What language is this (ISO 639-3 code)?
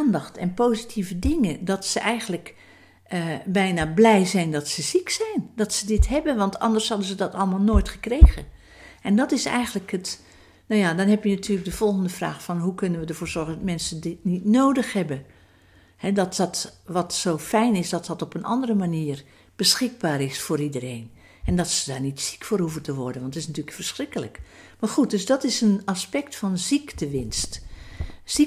nld